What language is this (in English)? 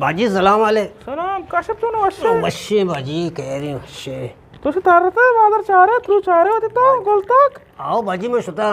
Eastern Balochi